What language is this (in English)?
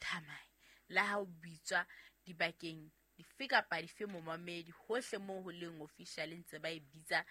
Southern Sotho